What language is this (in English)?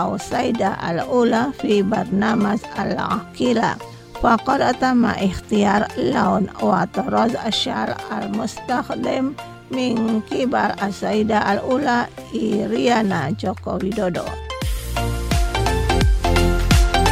Indonesian